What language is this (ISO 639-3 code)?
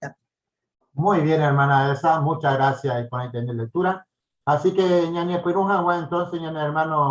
grn